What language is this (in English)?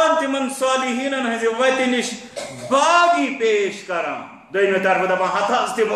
Kashmiri